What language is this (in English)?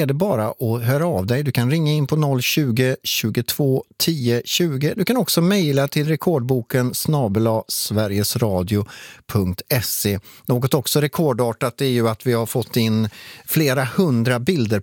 Swedish